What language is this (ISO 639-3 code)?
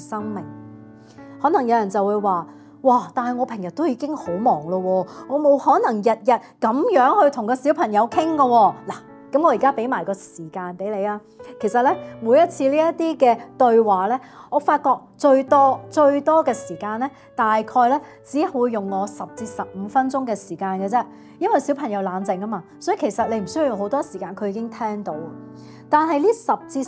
yue